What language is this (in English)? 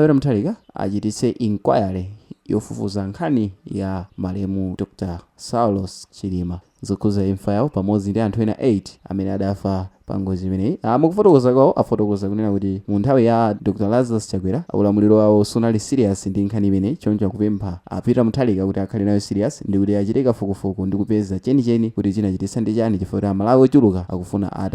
Nyanja